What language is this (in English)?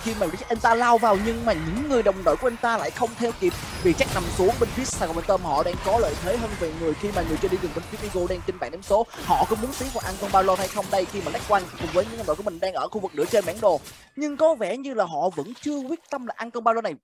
Vietnamese